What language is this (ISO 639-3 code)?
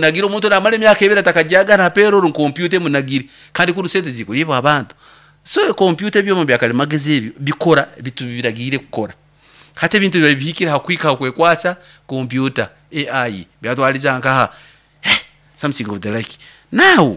nyo